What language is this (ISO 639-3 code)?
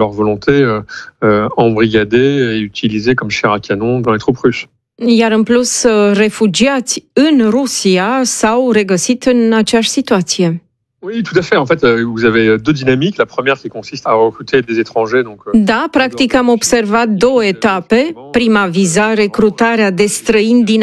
ron